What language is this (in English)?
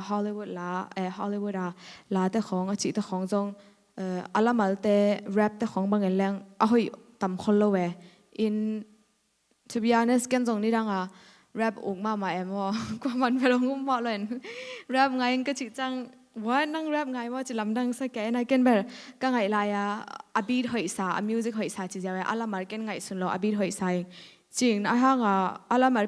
Tedim Chin